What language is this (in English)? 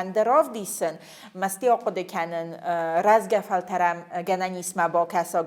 Ossetic